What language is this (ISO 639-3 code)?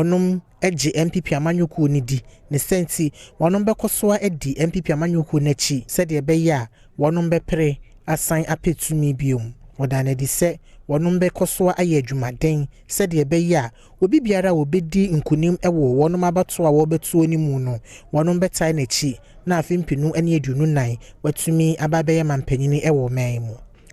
aka